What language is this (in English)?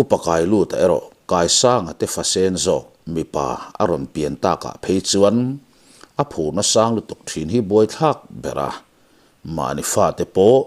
Mizo